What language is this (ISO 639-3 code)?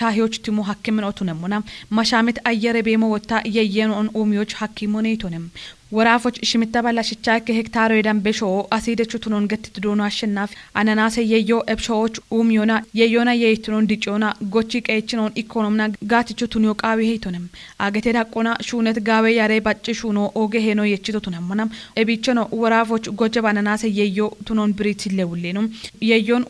kbr